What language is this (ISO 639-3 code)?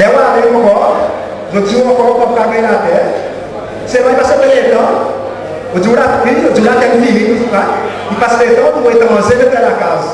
crs